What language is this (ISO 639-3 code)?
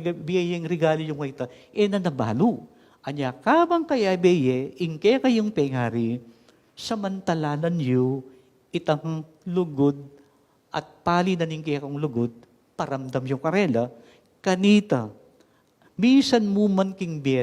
pam